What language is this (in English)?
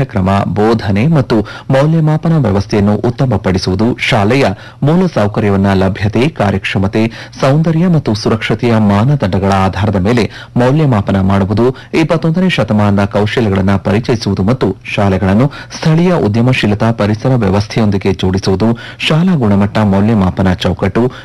Kannada